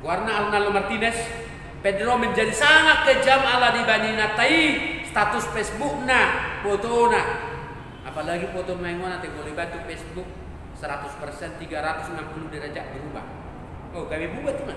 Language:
Batak Toba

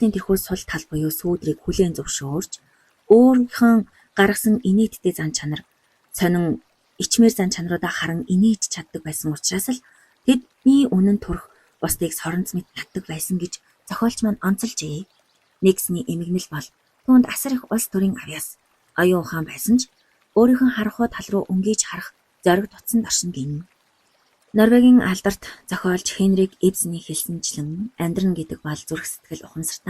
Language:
Mongolian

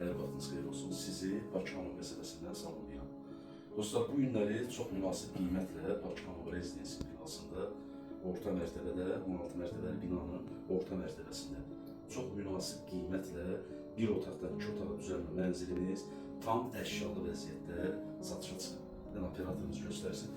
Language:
Azerbaijani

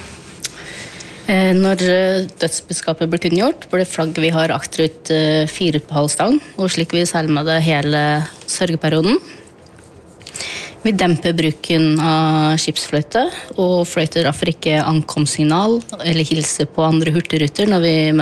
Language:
Norwegian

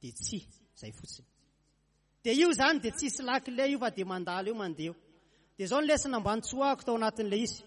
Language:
Malagasy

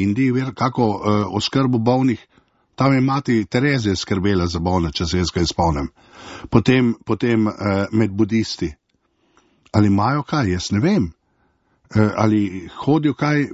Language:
Slovenian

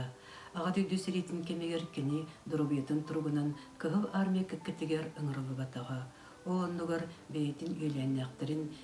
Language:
Yakut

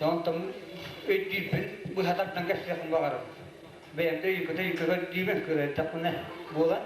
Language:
Yakut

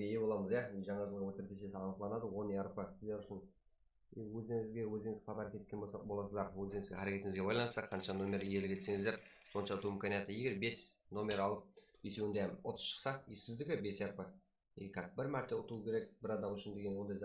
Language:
Kara-Kalpak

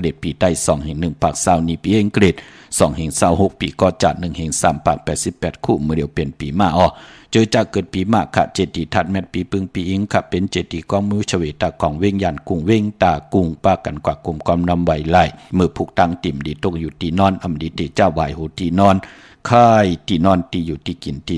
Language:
Shan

